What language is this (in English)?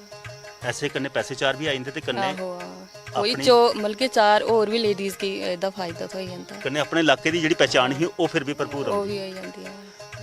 Dogri